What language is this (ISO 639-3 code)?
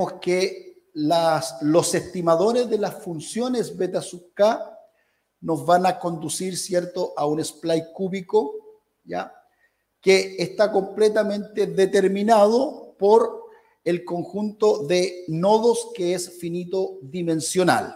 spa